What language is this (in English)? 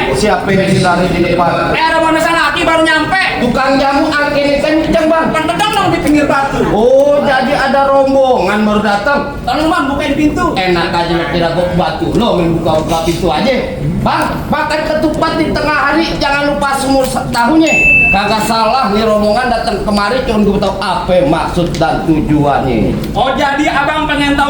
Betawi